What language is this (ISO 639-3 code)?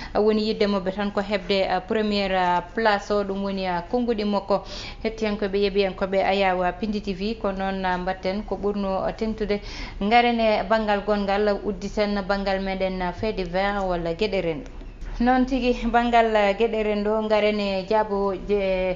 ful